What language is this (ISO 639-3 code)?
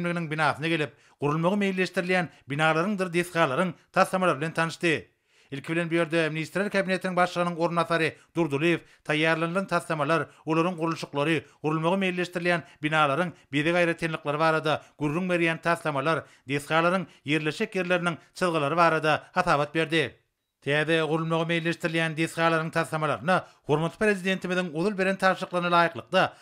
tuk